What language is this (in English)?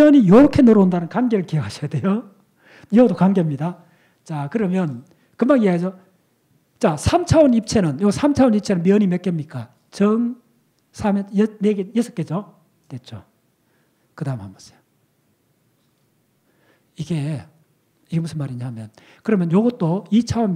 Korean